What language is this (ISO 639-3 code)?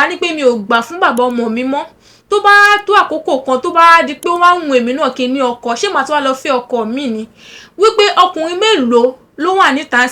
yor